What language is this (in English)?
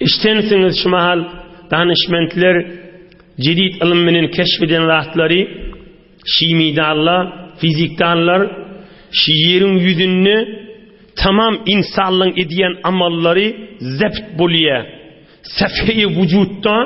Turkmen